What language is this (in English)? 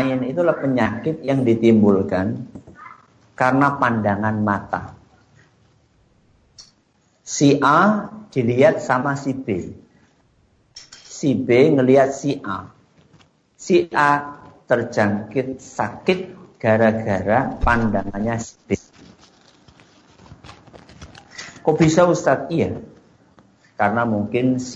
Indonesian